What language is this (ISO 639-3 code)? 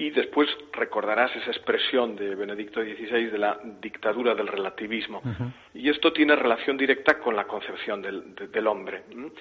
spa